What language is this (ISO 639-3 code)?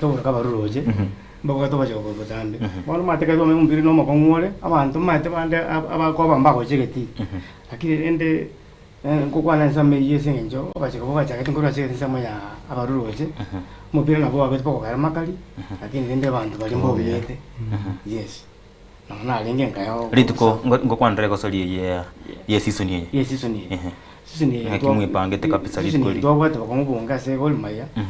guz